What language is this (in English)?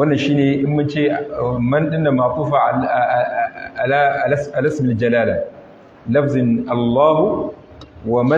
Hausa